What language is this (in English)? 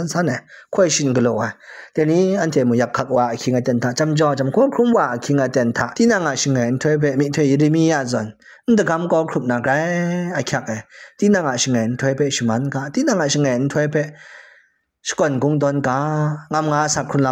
Kachin